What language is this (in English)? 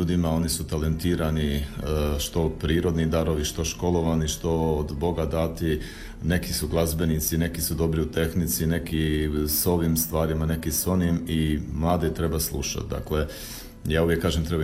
Croatian